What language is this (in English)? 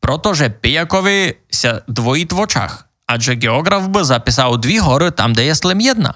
Rusyn